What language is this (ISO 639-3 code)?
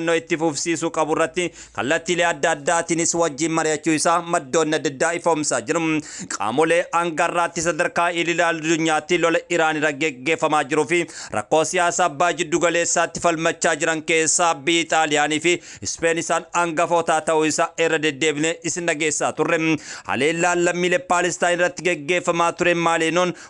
orm